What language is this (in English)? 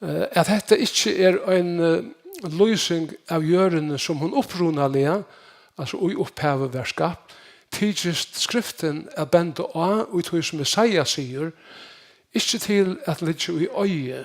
Faroese